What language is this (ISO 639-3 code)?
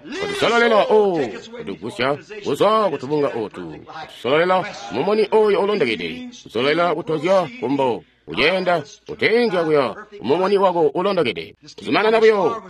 toi